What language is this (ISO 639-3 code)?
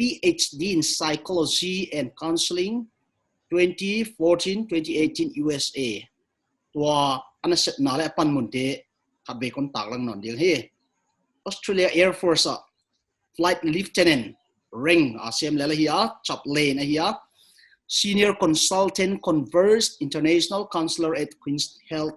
pck